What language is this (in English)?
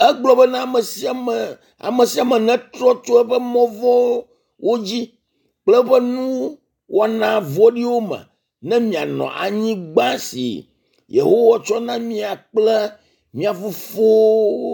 Ewe